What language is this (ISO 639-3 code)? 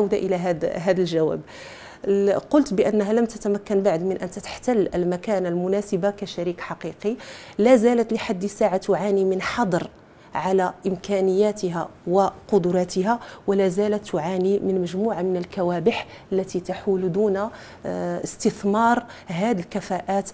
ara